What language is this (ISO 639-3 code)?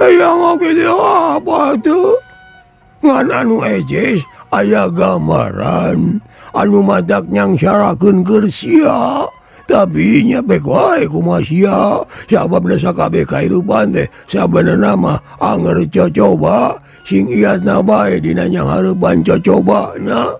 sun